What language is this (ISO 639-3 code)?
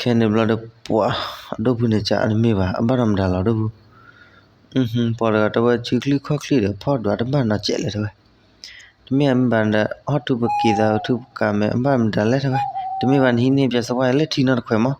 ksw